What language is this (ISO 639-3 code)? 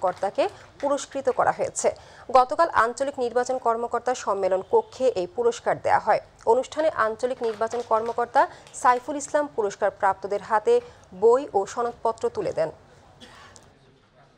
ben